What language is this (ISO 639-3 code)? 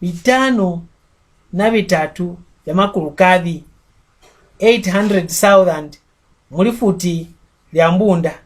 mck